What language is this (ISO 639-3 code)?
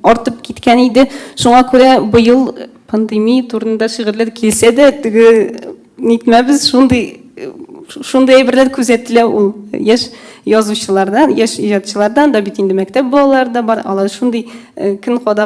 tat